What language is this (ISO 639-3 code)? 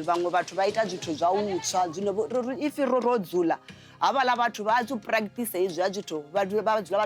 ven